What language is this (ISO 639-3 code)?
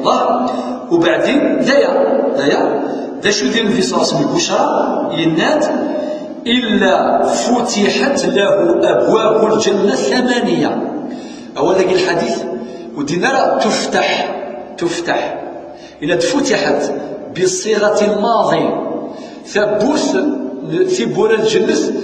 kab